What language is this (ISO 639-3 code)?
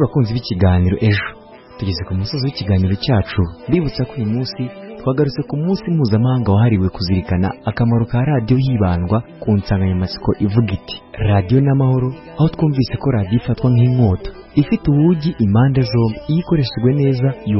kin